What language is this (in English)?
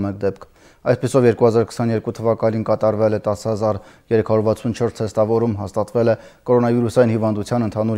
Armenian